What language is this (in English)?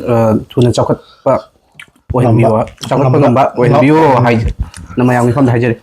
Manipuri